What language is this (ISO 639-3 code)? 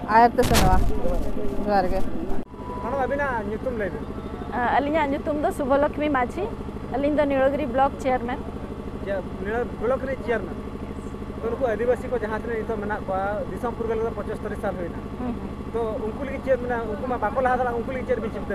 sat